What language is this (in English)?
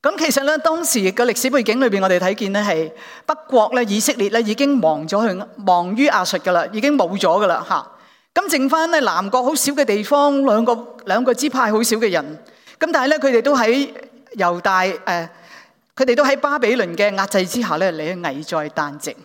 Cantonese